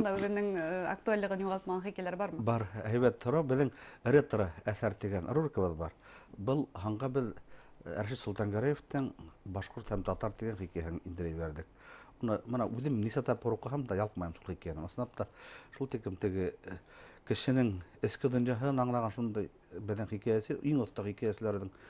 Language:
Bashkir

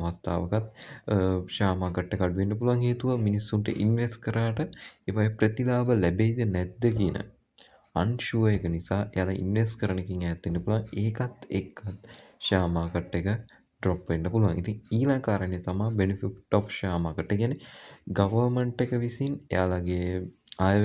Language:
Sinhala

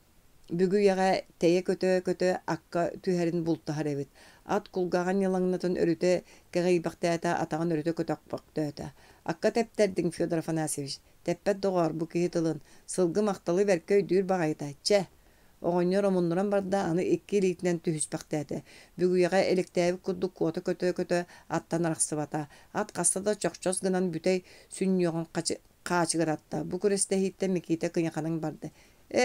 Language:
Yakut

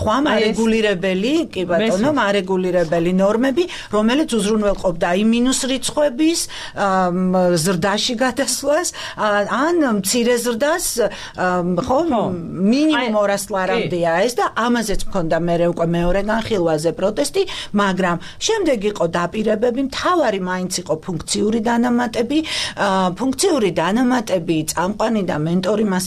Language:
Georgian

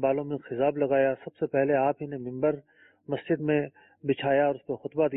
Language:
Urdu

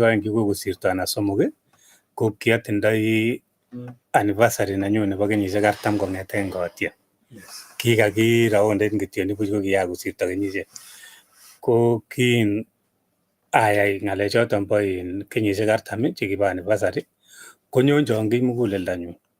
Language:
Kalenjin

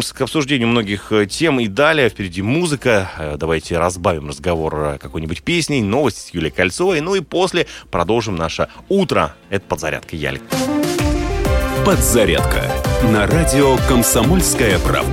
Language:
Russian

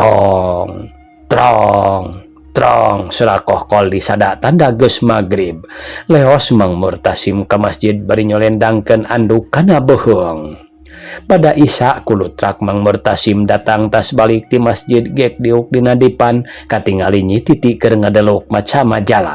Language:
Sundanese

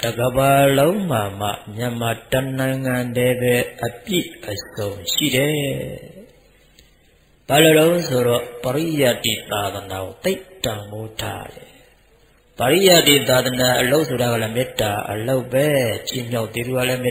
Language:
Burmese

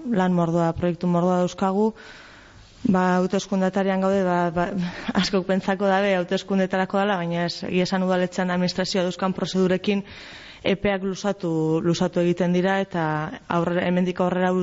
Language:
Basque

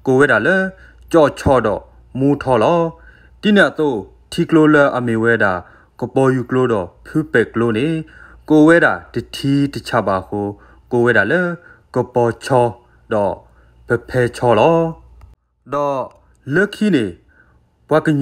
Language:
S'gaw Karen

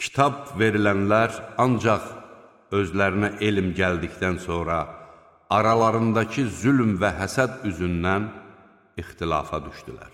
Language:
Azerbaijani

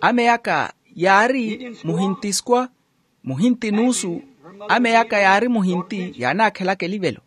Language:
Makhuwa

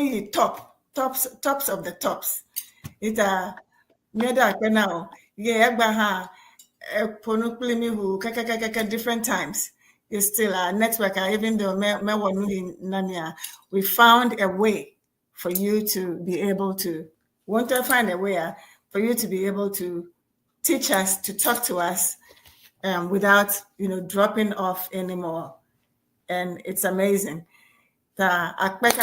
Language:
Ewe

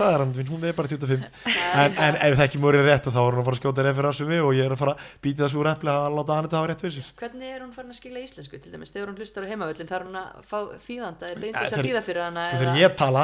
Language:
Icelandic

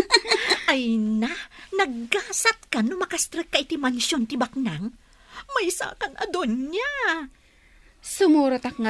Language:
Iloko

